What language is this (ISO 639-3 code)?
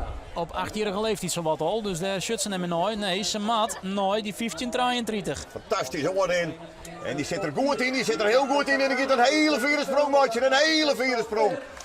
fry